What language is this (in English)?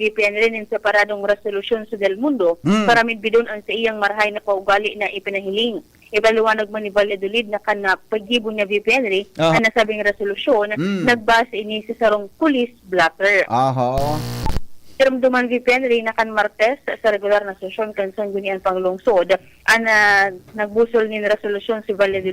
Bikol